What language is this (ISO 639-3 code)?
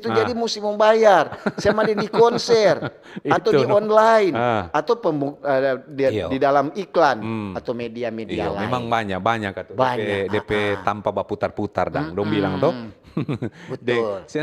xmm